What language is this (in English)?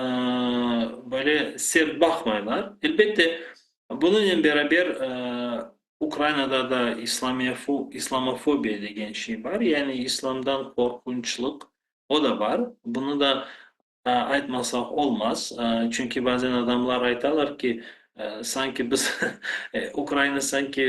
Crimean Tatar